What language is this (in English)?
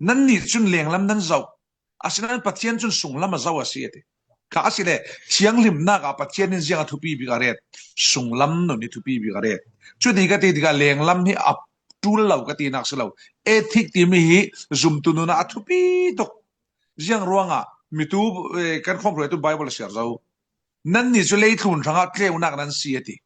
Falam Chin